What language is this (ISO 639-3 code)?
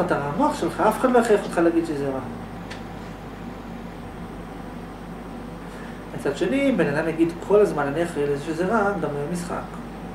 heb